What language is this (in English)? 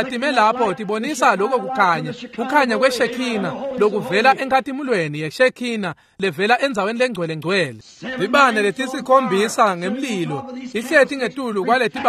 Swati